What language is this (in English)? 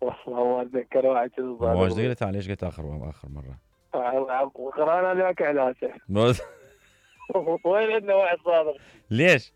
Mesopotamian Arabic